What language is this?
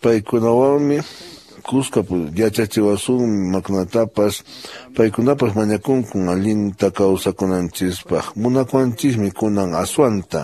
Quechua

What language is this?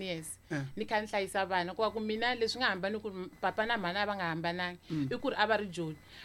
Tsonga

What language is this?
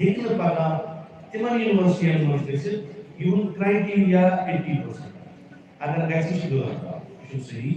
Kashmiri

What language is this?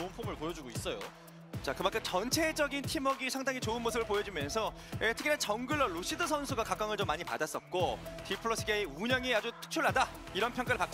Korean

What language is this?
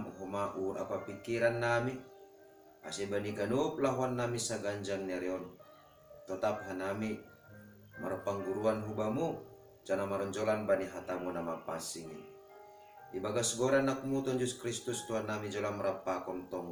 Batak Simalungun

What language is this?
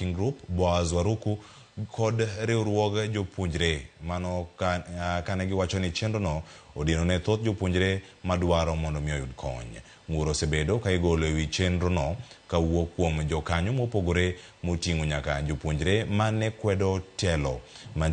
Luo (Kenya and Tanzania)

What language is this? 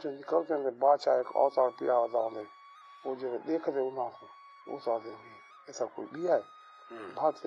Saraiki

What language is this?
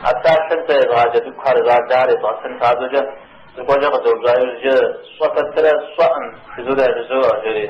Kabardian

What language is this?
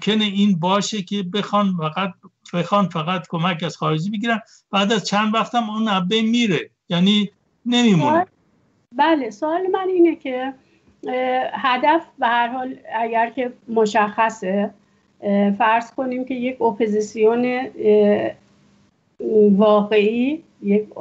Persian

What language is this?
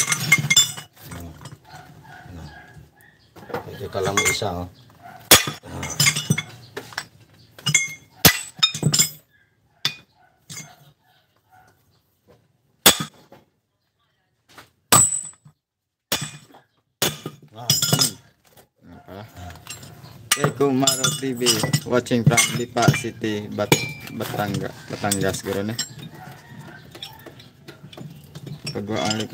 Filipino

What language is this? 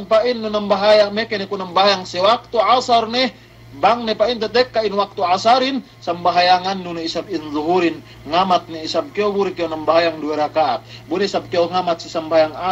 Yakan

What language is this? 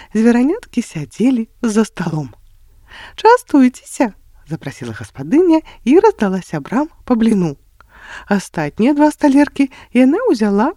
Belarusian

